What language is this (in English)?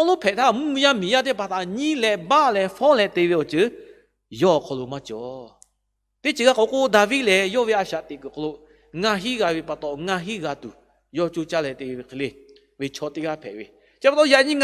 Lahu